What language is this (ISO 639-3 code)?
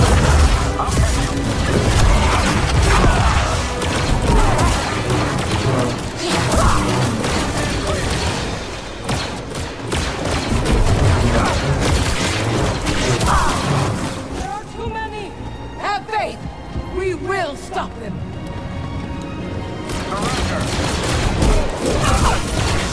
eng